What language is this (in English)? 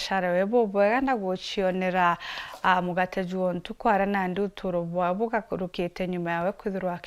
Meru